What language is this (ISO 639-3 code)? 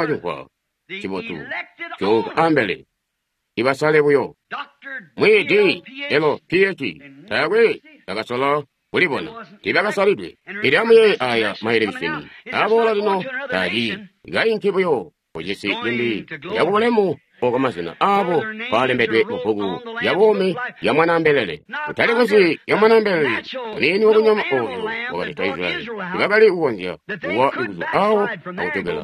toi